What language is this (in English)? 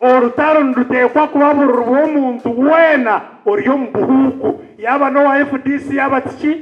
Nyankole